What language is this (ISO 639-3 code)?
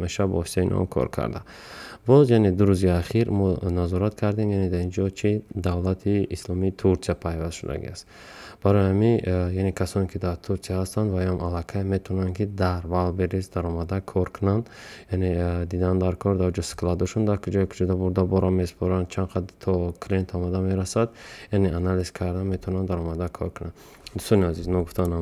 tgk